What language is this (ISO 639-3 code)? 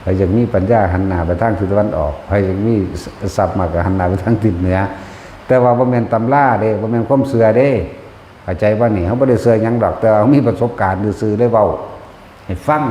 tts